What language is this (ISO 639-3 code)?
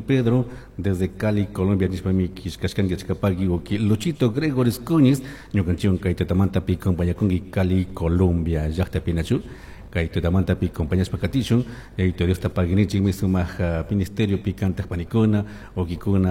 qug